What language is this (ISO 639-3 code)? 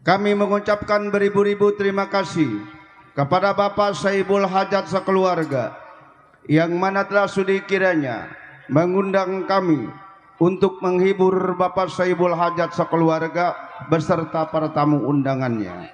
bew